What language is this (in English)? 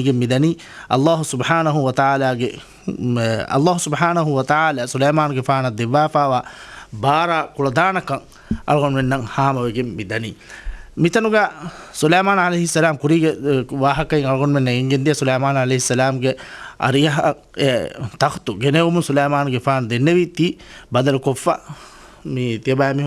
Divehi